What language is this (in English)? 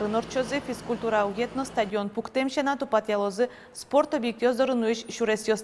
Udmurt